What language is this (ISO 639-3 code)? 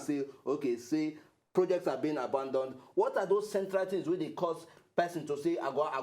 pcm